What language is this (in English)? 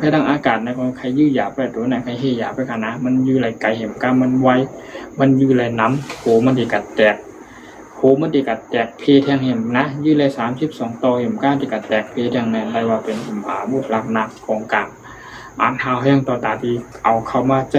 Shan